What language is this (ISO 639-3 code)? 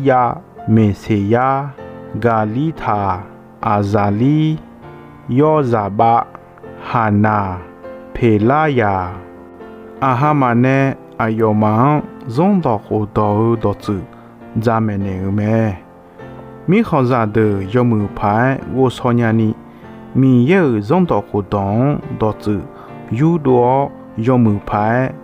ahk